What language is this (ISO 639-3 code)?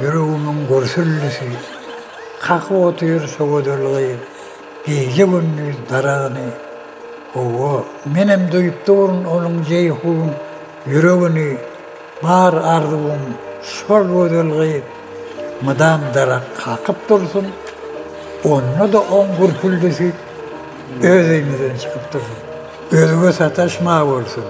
tuk